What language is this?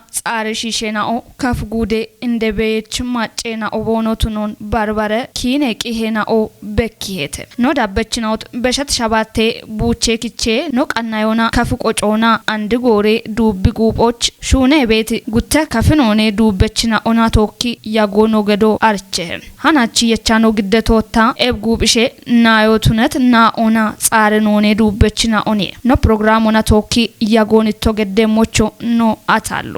Kafa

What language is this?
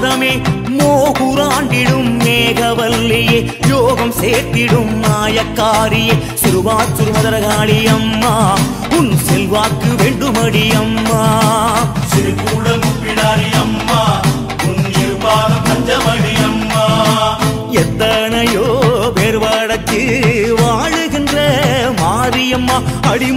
Tamil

